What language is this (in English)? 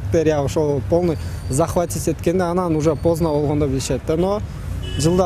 Kyrgyz